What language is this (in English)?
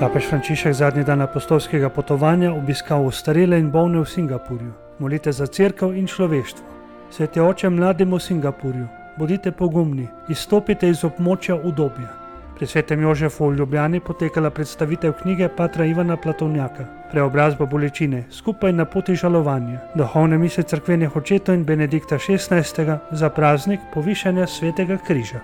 Slovenian